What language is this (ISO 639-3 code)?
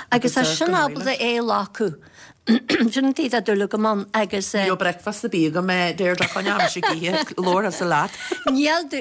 gle